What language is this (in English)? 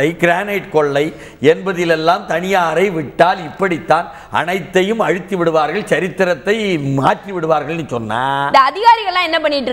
Tamil